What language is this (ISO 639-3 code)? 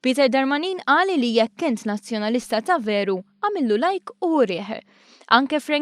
mlt